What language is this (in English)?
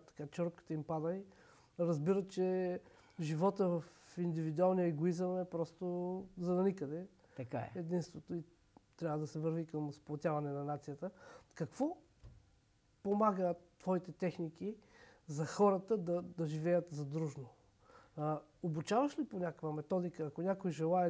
Bulgarian